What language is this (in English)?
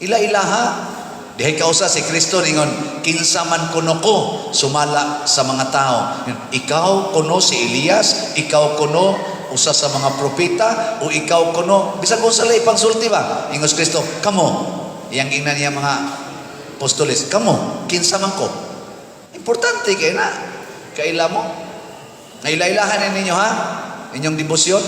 Cebuano